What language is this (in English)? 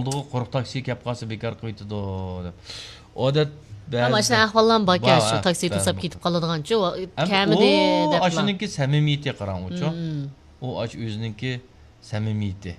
Uyghur